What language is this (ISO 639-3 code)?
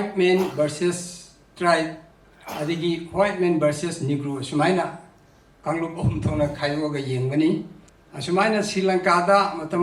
mni